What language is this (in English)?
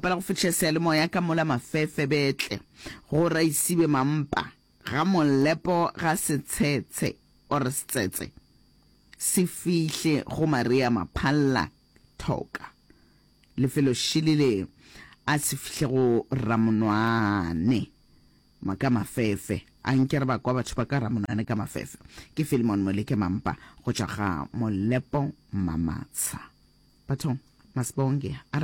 Northern Sotho